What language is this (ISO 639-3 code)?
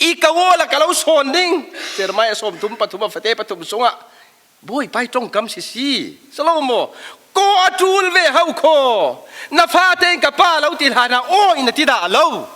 cfm